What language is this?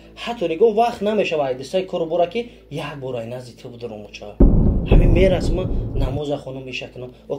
Tajik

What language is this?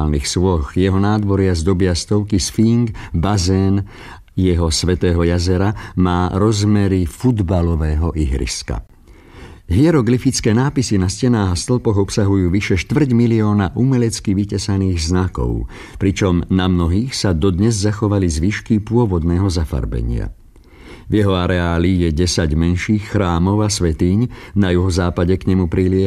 Slovak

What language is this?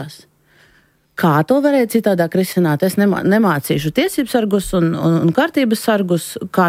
Latvian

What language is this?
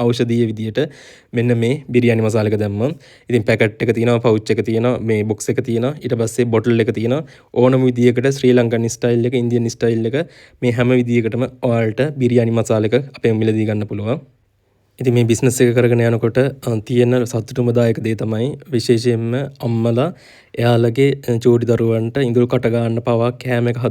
Sinhala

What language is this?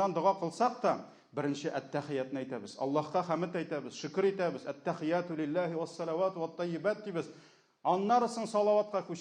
Tatar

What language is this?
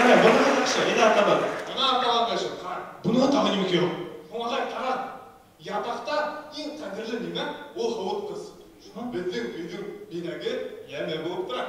Bashkir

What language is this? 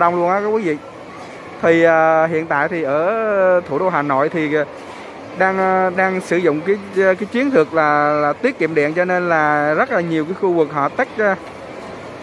Vietnamese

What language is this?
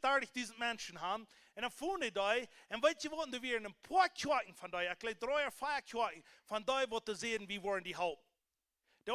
Plautdietsch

